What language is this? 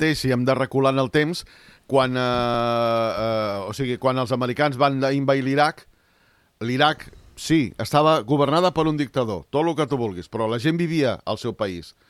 Catalan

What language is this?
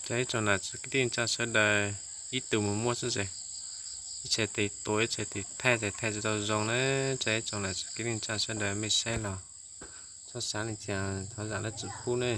Hmong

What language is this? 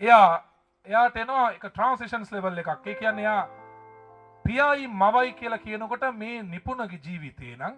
Sinhala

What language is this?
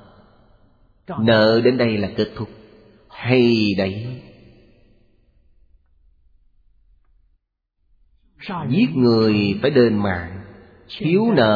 Vietnamese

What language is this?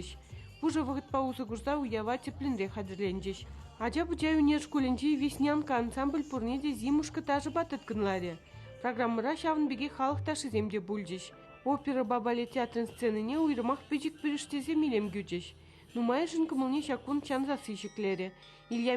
Chuvash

